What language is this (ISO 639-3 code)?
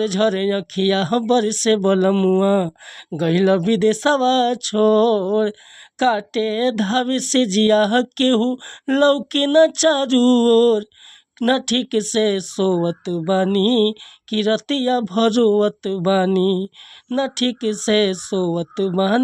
bho